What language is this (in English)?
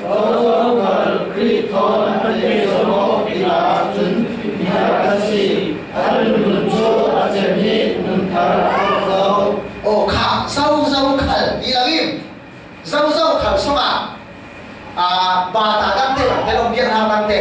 Falam Chin